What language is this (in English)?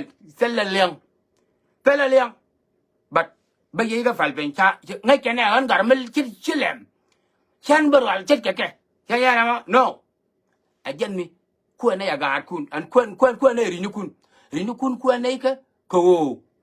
Nuer